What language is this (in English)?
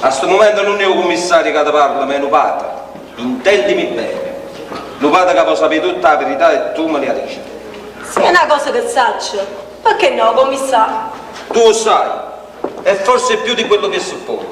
Neapolitan